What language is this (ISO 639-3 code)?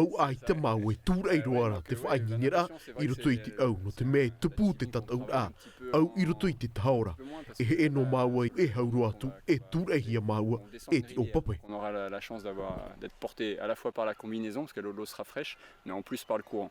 tah